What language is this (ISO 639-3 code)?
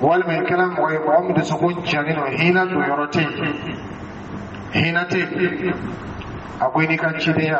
dyu